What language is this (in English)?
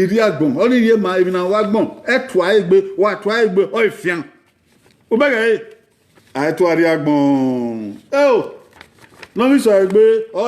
Bini